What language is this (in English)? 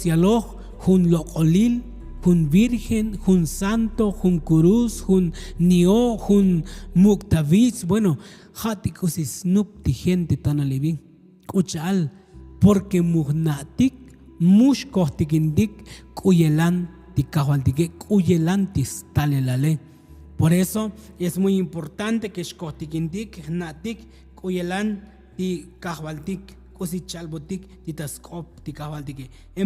Tzotzil